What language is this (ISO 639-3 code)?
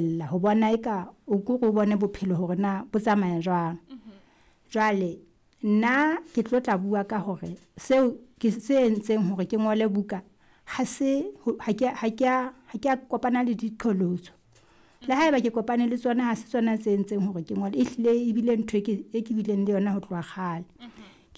sot